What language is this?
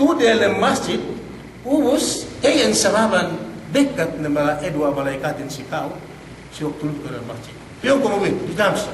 Yakan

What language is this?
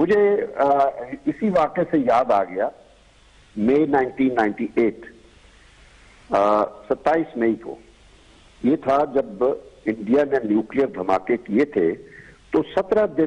Urdu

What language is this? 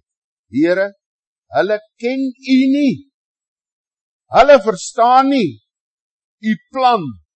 Afrikaans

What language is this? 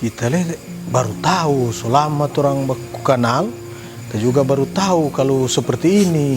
Manado Malay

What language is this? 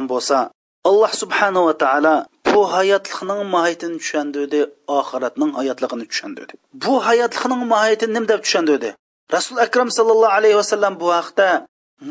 Uyghur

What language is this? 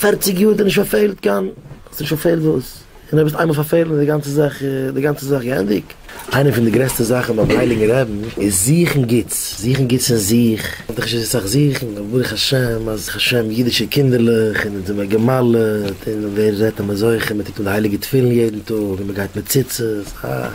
Yiddish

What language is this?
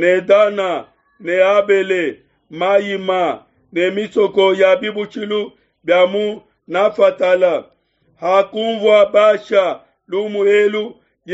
Luba-Lulua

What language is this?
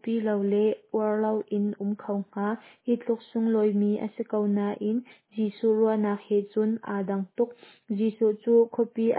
Hakha Chin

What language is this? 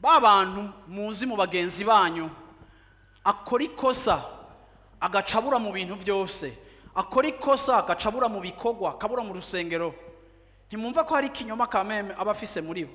Rundi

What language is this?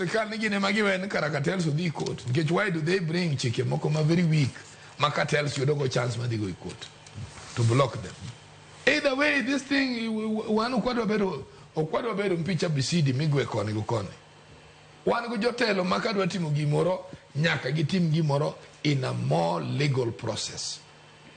Luo (Kenya and Tanzania)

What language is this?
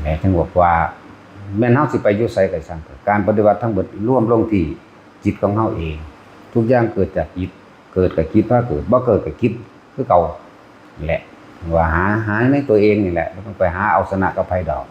Lao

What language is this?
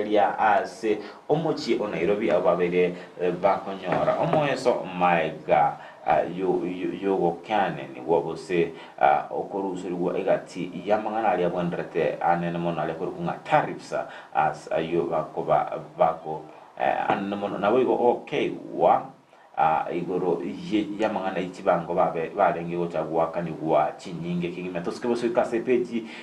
Gusii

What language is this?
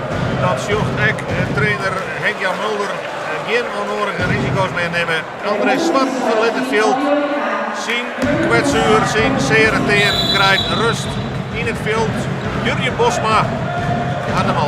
Western Frisian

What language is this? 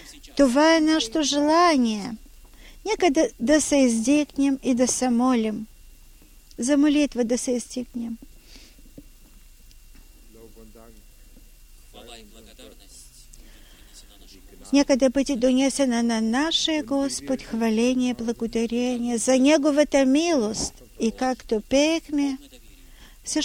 Bulgarian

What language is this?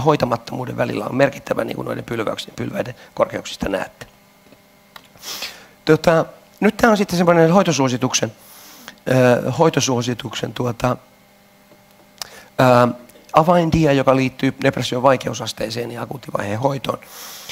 Finnish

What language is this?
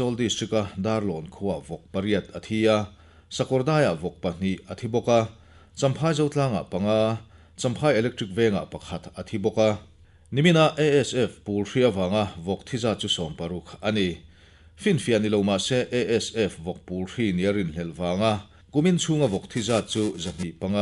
Mizo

